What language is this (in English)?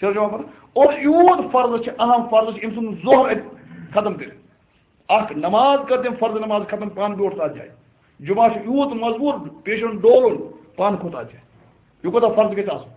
Kashmiri